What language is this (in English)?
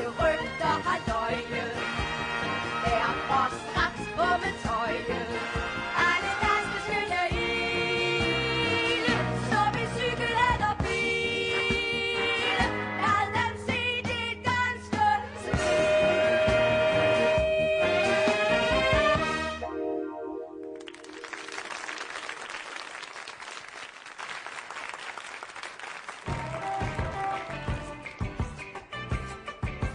Danish